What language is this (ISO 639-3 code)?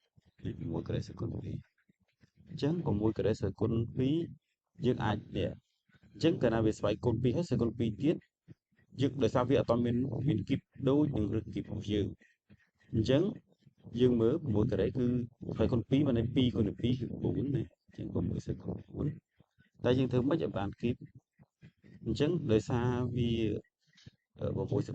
khm